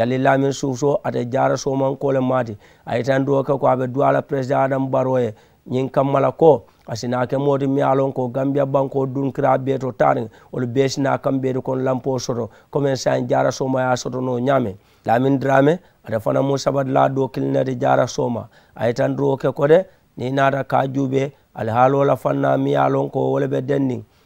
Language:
Mandingo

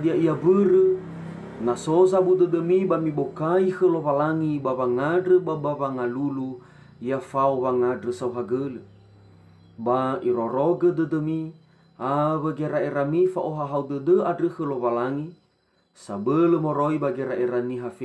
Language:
Nias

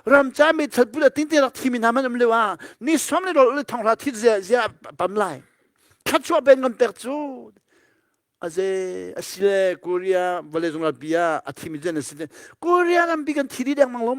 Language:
Hakha Chin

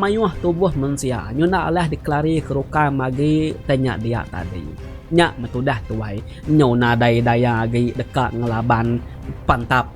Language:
Iban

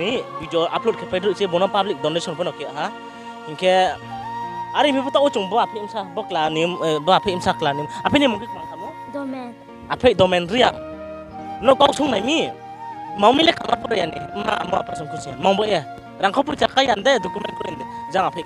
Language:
Riang (India)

